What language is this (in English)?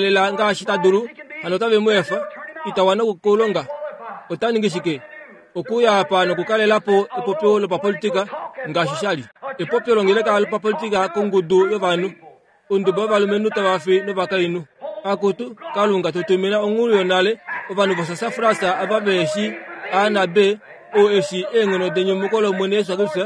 Kuanyama